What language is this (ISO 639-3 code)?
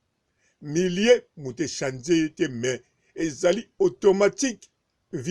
lin